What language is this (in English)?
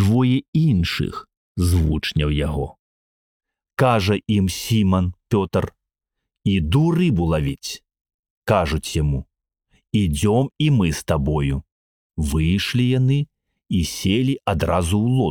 Belarusian